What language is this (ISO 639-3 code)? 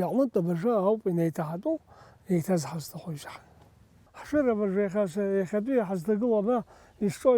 abk